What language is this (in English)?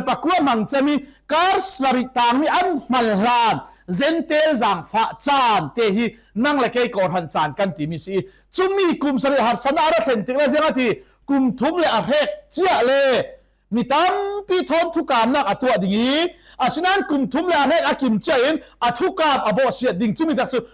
Falam Chin